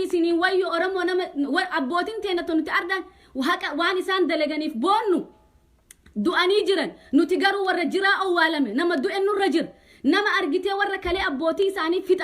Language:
Oromo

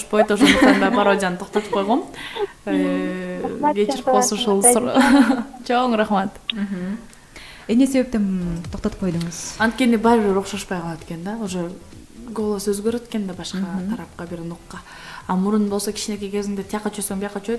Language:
Kyrgyz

